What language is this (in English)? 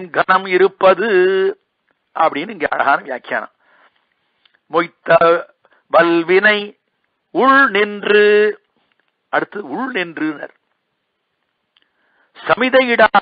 Tamil